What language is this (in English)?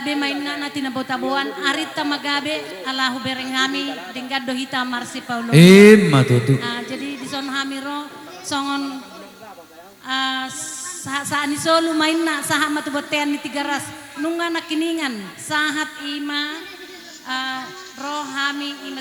Batak Toba